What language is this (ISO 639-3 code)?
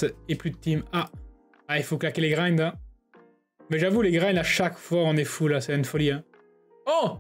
fra